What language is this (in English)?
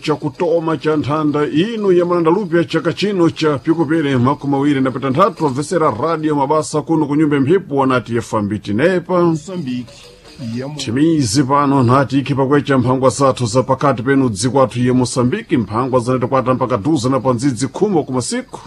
Sena